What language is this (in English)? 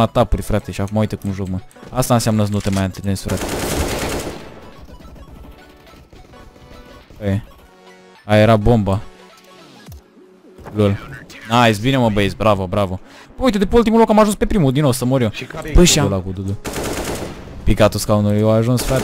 Romanian